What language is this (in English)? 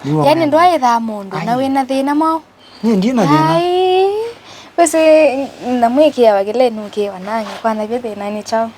Kamba